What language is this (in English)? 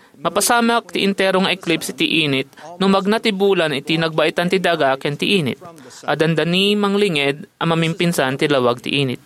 Iloko